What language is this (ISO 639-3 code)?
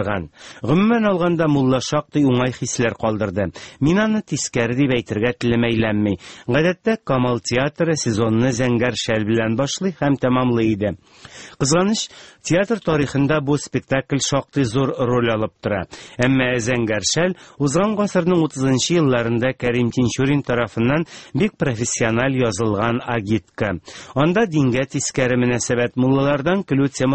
tat